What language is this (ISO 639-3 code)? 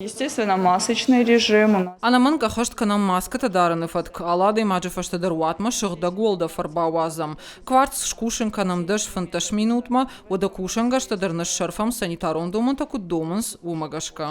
oss